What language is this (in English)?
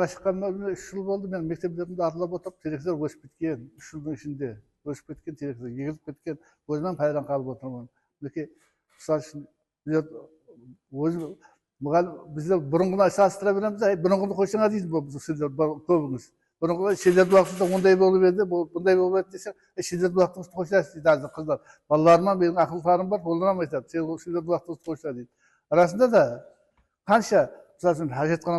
Kara-Kalpak